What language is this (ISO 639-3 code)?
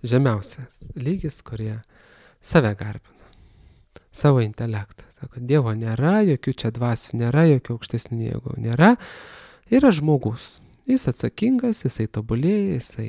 lit